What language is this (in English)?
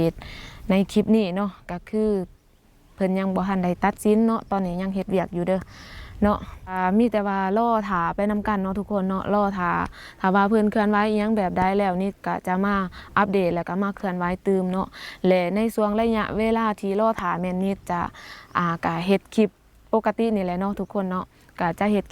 Lao